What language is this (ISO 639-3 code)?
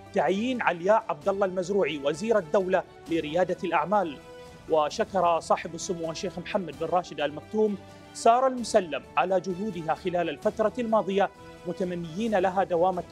ara